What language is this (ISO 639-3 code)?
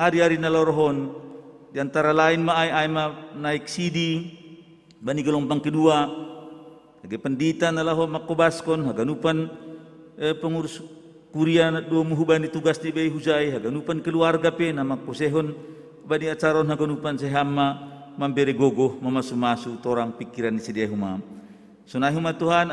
bts